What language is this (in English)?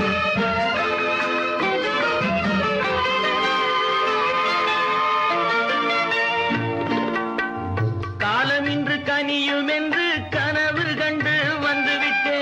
Tamil